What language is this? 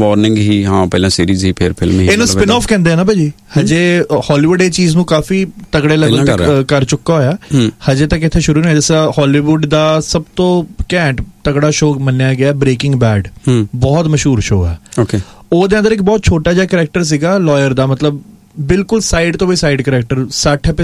Punjabi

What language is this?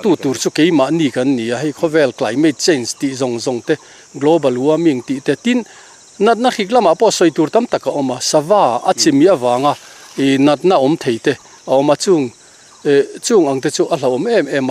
Mizo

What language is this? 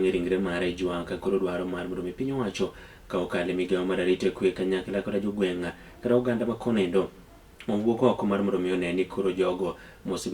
Luo (Kenya and Tanzania)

